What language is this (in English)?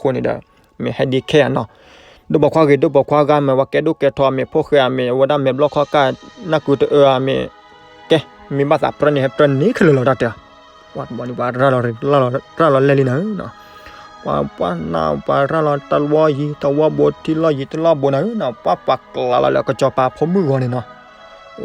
S'gaw Karen